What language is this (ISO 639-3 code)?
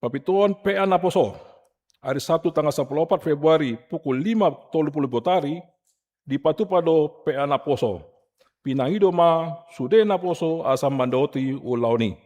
bbc